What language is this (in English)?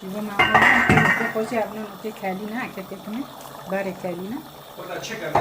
Kurdish